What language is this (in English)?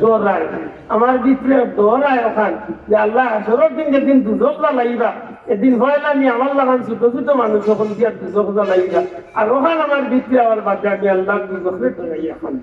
Sylheti